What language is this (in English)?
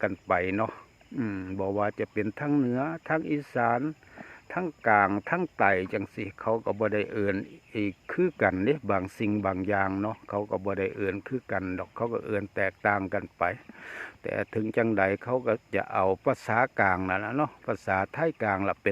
Northeastern Thai